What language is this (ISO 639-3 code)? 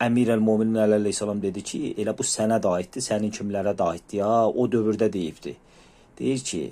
aze